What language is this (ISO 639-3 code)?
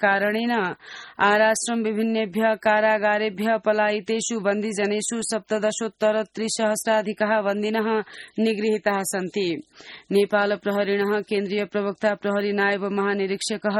san